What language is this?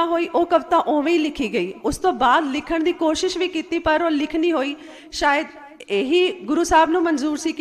Punjabi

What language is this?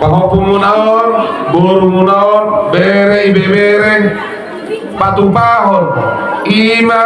Batak Toba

